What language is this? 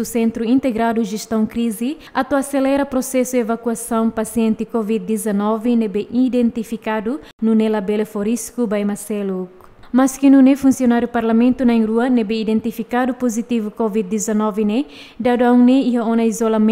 Tetum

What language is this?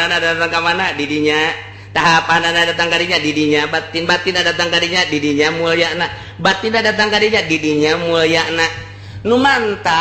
Sundanese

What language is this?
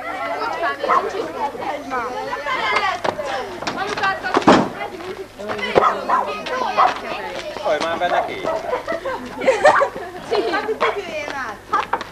Hungarian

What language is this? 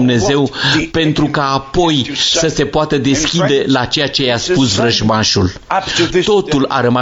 Romanian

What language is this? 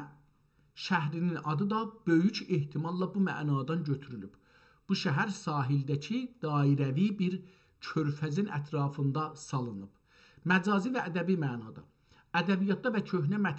South Azerbaijani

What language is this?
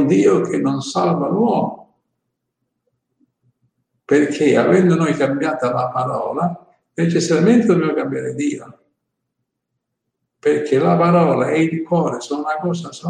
Italian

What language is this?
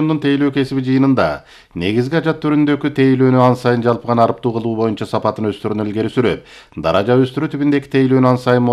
Kyrgyz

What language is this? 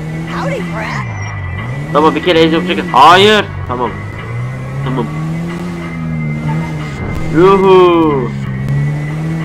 Turkish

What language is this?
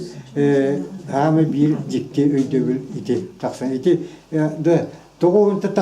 Yakut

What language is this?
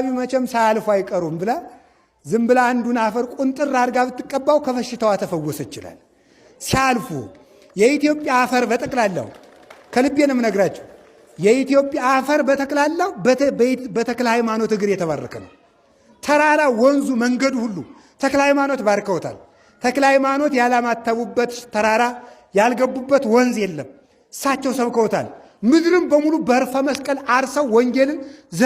Amharic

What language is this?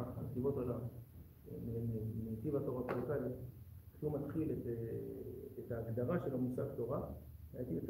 Hebrew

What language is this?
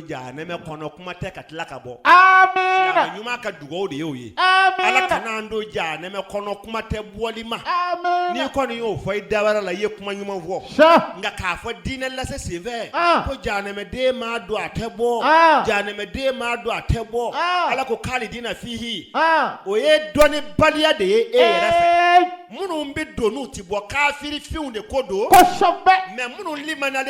Bambara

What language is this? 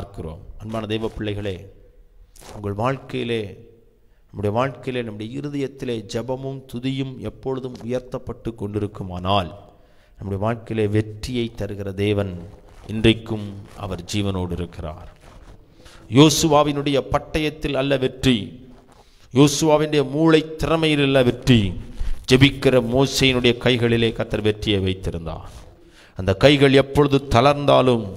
Tamil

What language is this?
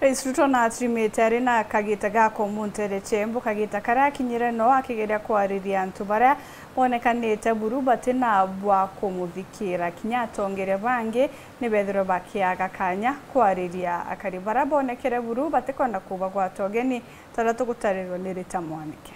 Meru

